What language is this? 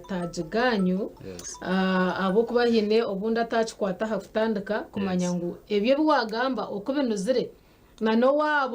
Nyankole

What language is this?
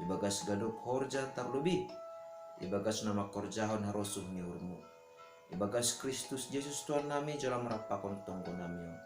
Batak Simalungun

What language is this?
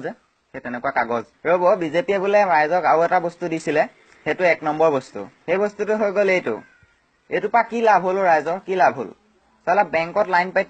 Assamese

